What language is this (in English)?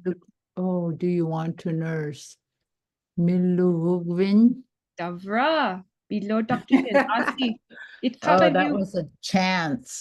Inupiaq